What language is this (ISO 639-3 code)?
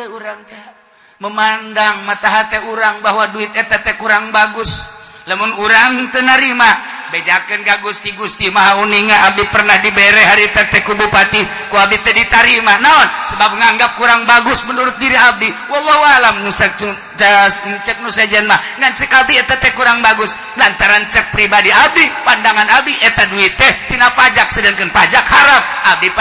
sun